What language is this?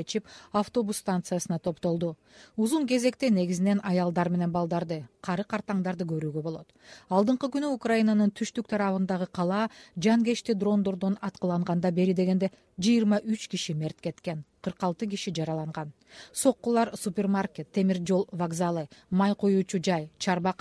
Kyrgyz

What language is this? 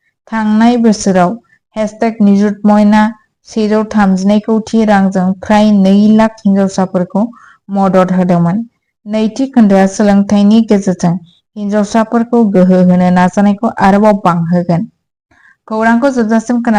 Bodo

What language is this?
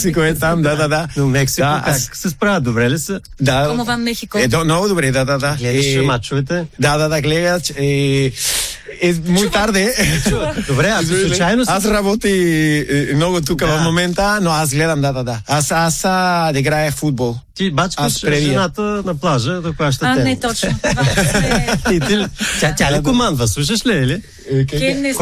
Bulgarian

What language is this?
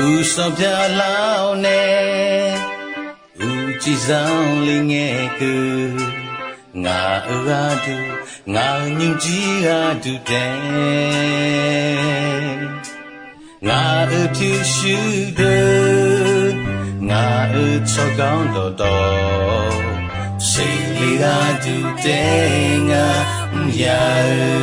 Akha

